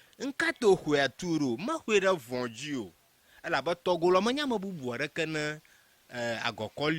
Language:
Ewe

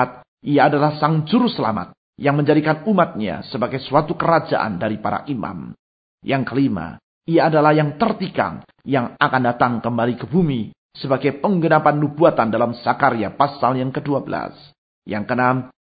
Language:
Indonesian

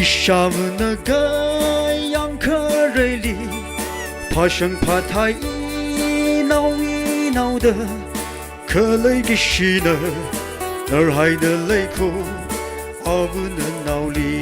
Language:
Tangkhul Naga (India)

